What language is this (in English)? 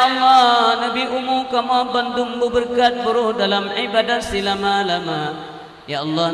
Achinese